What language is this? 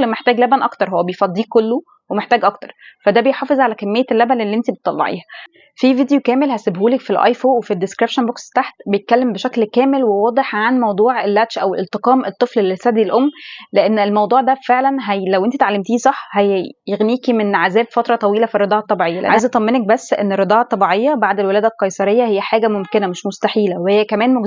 Egyptian Arabic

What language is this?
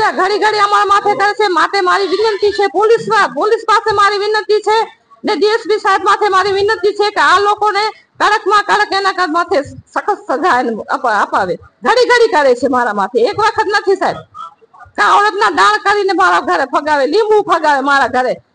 Gujarati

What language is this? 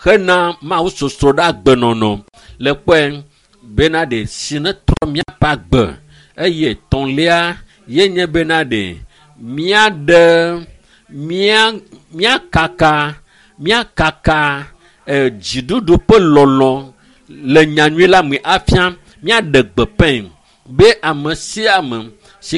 Ewe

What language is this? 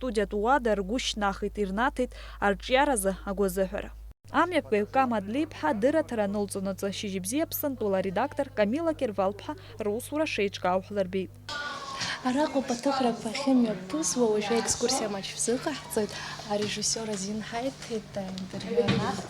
Abkhazian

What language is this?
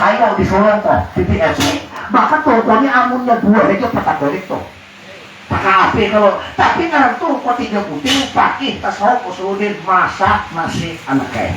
Banjar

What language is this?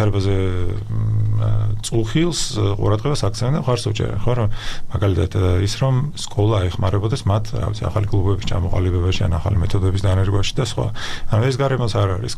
Georgian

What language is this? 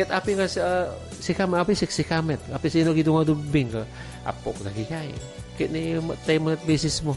Iloko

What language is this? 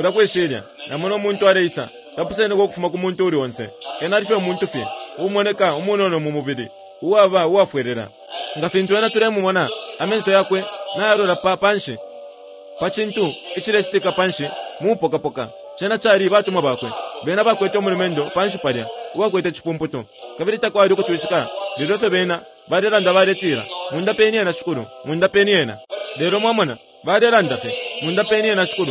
Bemba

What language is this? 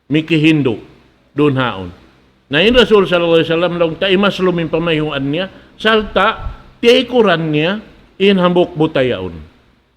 Tausug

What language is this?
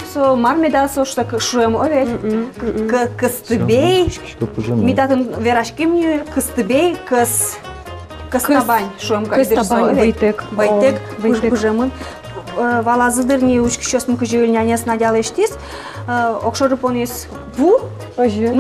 Udmurt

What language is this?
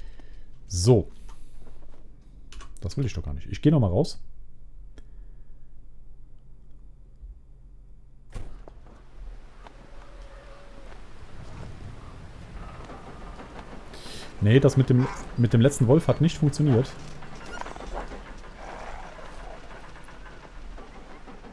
German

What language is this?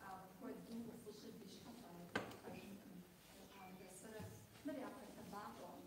Kabardian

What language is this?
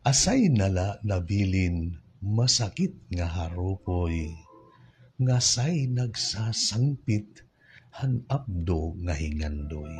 Waray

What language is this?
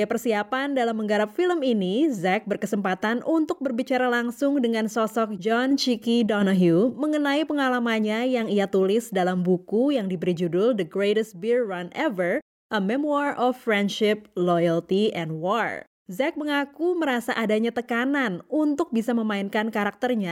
Indonesian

